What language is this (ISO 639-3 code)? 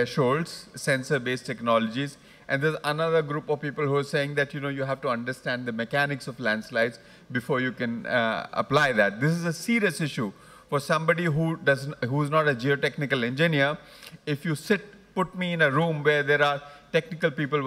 eng